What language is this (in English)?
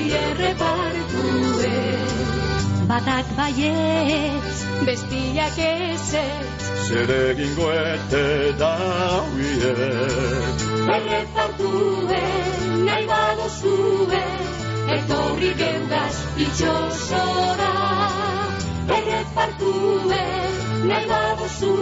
Basque